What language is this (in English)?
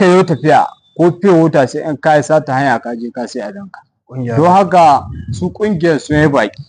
Hausa